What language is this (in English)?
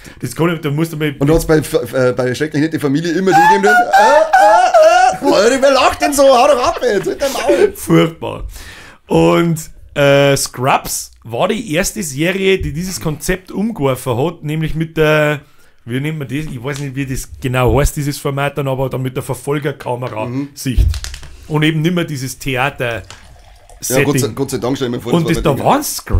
Bavarian